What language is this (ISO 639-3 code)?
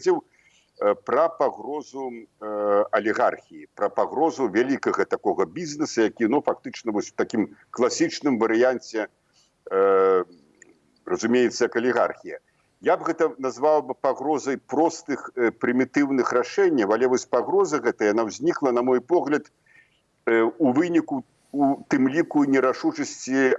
bel